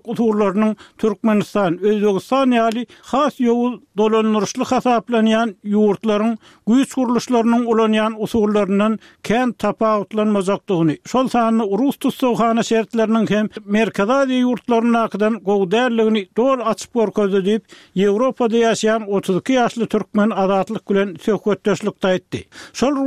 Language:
Turkmen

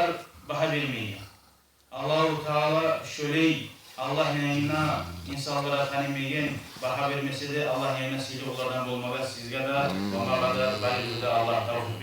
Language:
Kumyk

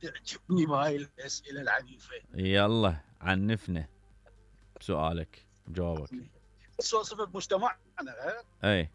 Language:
Mesopotamian Arabic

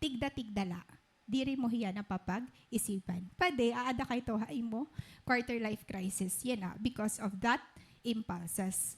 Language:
Waray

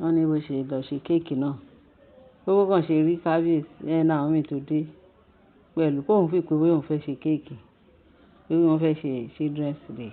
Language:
Yoruba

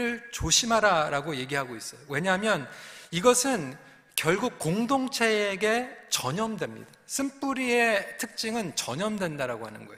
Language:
Korean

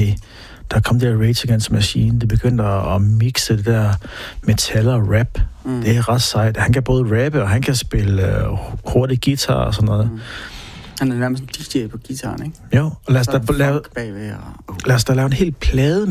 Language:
Danish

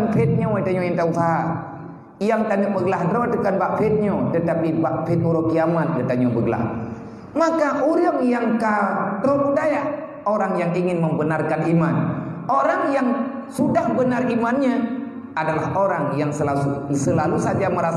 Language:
Achinese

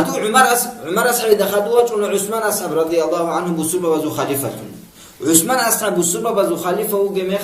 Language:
Avaric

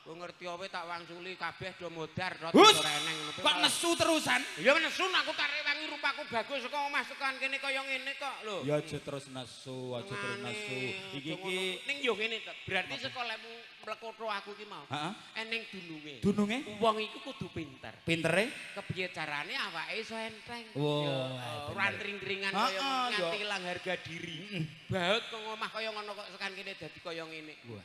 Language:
Javanese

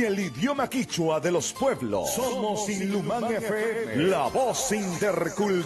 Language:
Imbabura Highland Quichua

